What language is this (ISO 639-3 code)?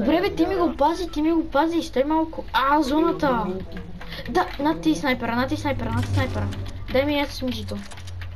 bul